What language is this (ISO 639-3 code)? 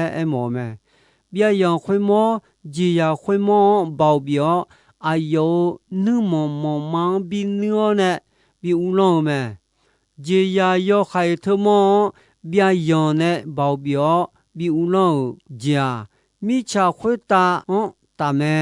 ahk